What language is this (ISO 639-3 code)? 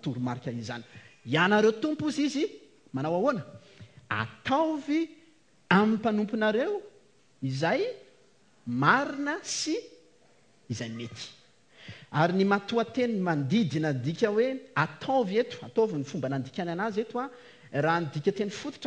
mlg